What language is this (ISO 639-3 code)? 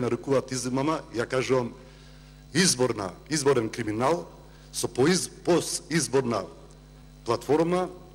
mkd